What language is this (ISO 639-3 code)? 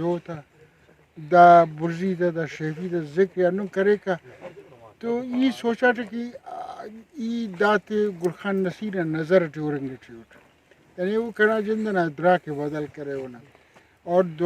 brh